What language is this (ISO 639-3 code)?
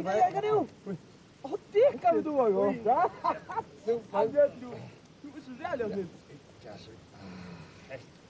fao